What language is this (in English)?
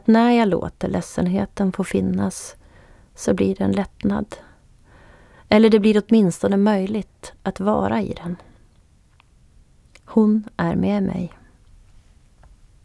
Swedish